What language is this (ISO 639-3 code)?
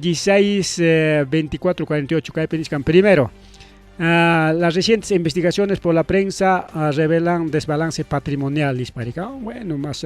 quy